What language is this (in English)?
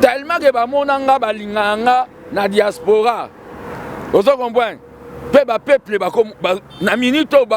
Lingala